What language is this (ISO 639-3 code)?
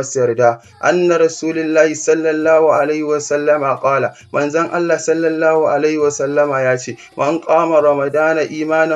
hau